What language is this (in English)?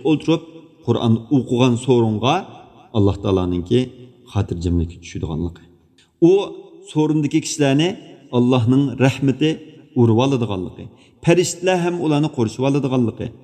Uyghur